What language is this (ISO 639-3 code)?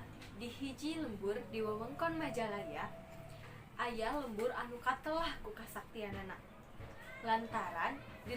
sun